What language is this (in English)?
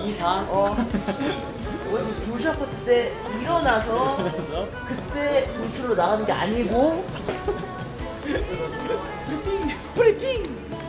Korean